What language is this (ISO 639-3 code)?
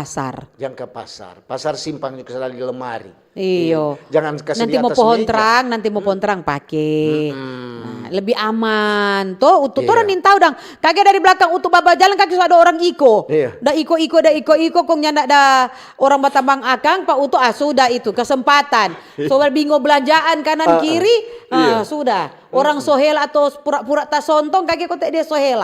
xmm